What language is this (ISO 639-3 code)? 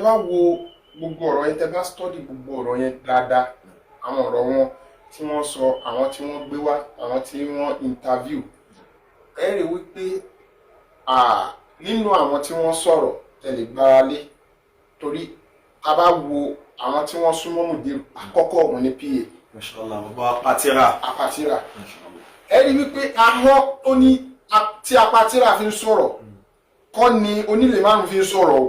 yor